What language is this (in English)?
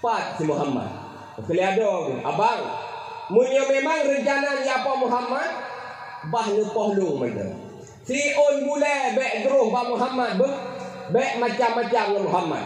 Achinese